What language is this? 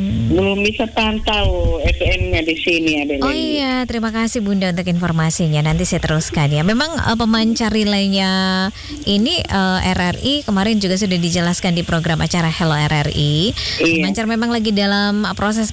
Indonesian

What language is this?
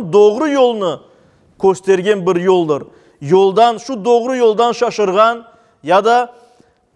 Crimean Tatar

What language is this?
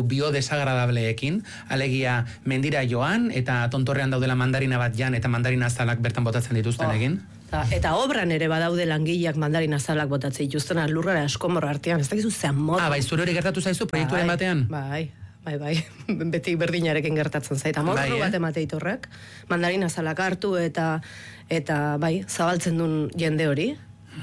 Basque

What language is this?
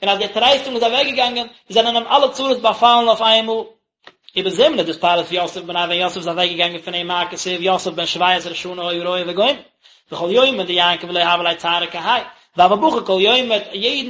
Yiddish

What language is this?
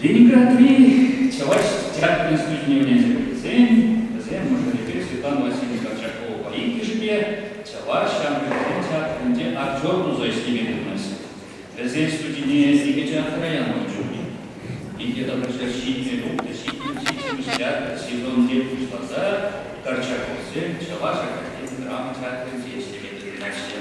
Chuvash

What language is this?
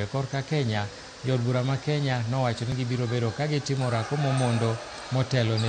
Luo (Kenya and Tanzania)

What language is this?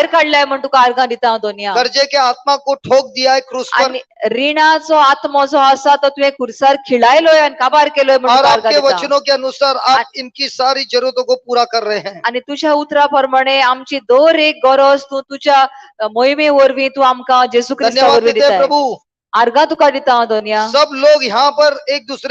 Konkani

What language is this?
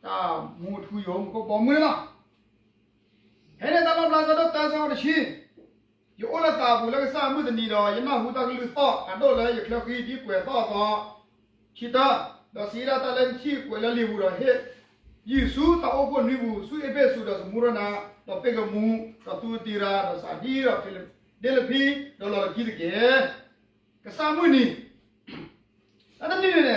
S'gaw Karen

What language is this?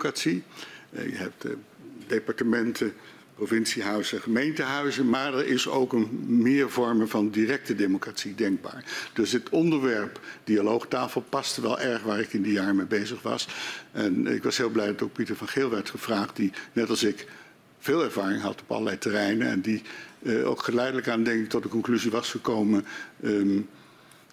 Dutch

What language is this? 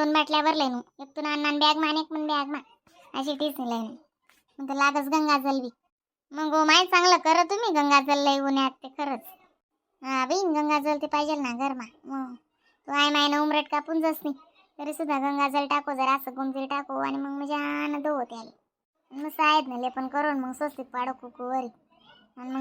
Khandesi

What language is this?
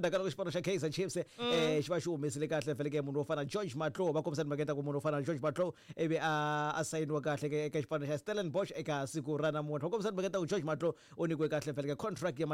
Tsonga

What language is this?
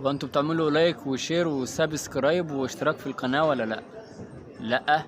Egyptian Arabic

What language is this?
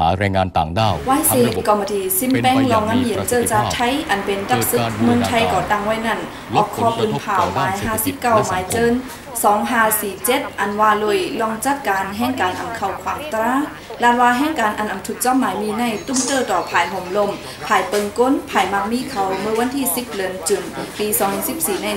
Shan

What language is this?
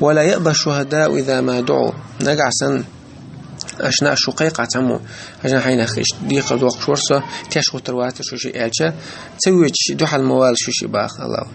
Chechen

